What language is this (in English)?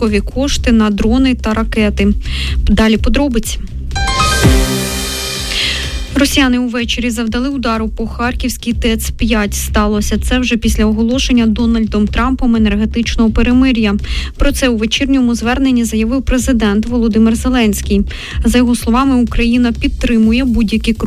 Ukrainian